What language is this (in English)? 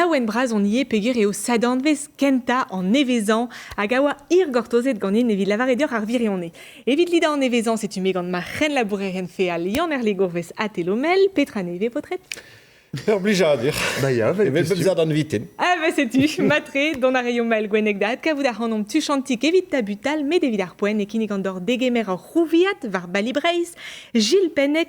Breton